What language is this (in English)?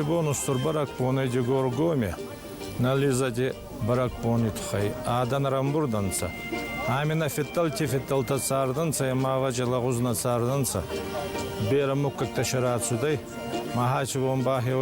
Ossetic